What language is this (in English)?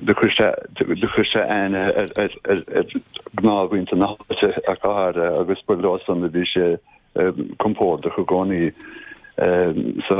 Irish